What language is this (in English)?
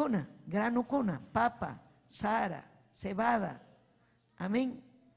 Ayacucho Quechua